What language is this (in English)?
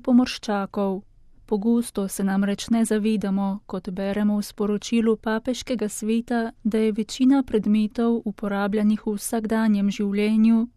Slovenian